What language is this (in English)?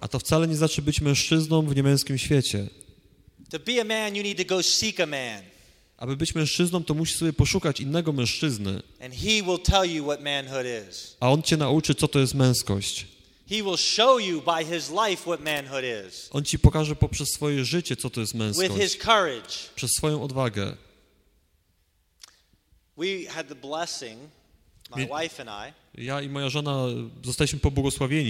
Polish